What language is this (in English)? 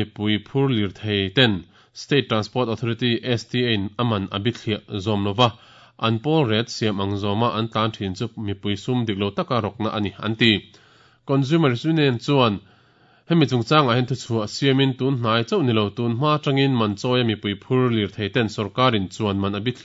Mizo